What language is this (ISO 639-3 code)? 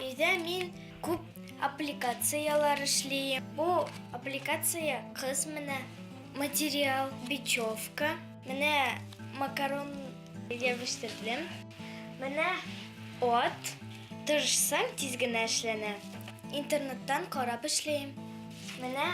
bak